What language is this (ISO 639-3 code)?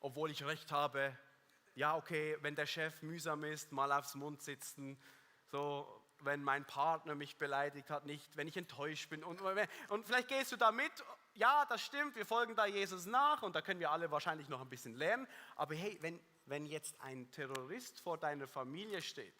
gsw